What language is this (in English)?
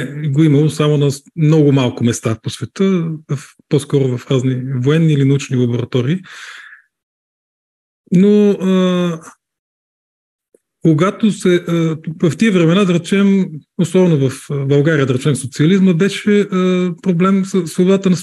Bulgarian